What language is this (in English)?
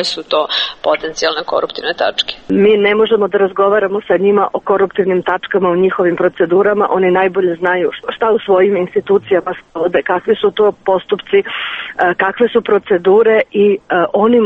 Serbian